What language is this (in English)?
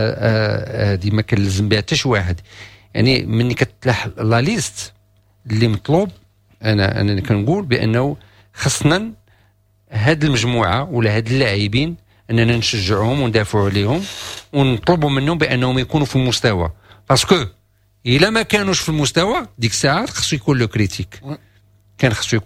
Moroccan Arabic